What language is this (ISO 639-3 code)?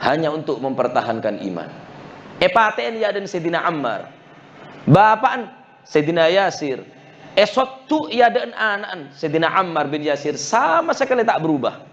mad